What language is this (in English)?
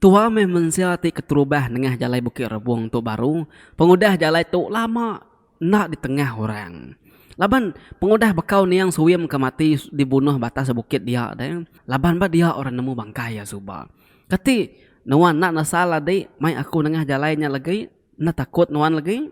Iban